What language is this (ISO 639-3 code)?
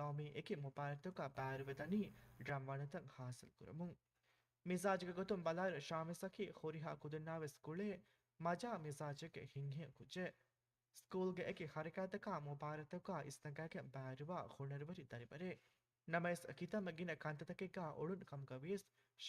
div